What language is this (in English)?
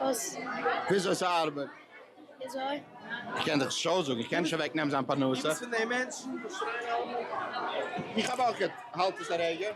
Yiddish